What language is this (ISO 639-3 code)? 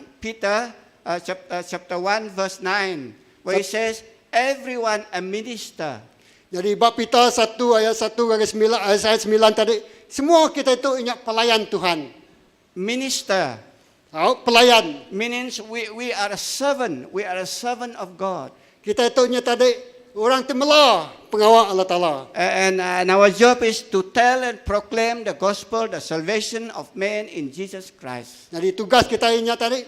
iba